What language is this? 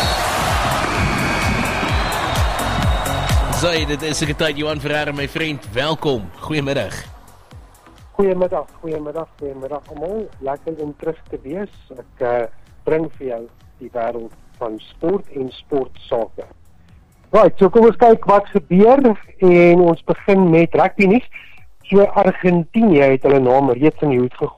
Afrikaans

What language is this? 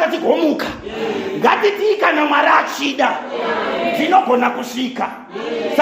Shona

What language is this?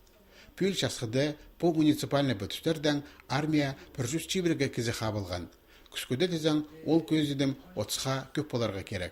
Khakas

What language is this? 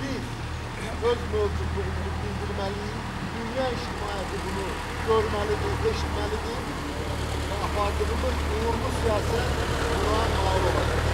Azerbaijani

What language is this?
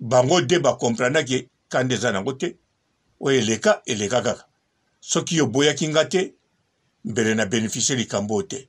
Lingala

